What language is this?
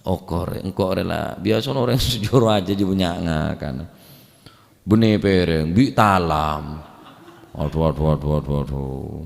Madurese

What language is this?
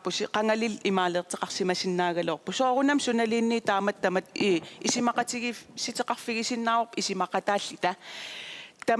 Kalaallisut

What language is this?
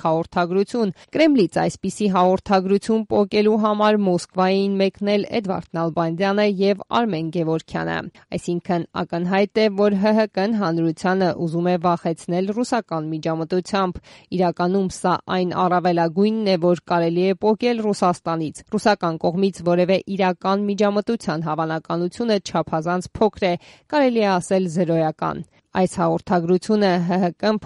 Armenian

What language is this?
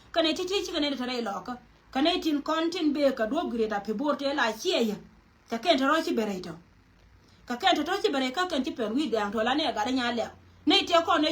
Nuer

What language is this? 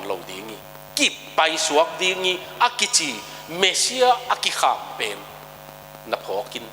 Tedim Chin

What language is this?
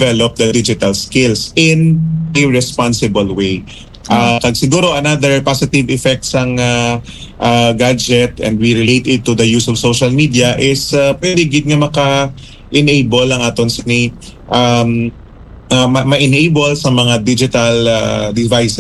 Hiligaynon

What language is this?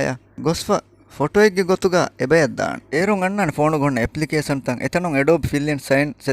Divehi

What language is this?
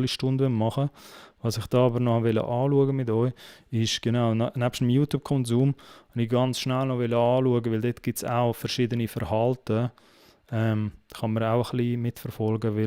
Swiss German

